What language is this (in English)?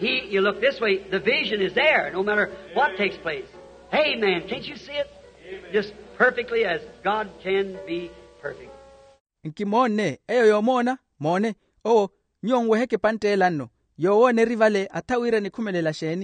Makhuwa